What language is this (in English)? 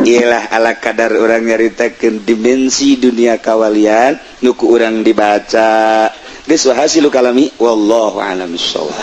Sundanese